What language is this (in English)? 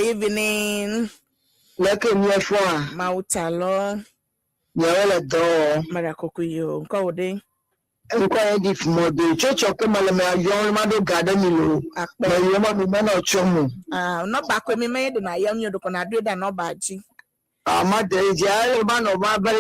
Ewe